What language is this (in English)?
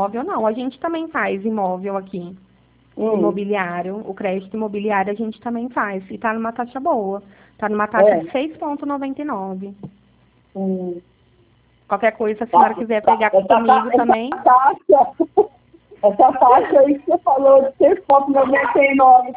Portuguese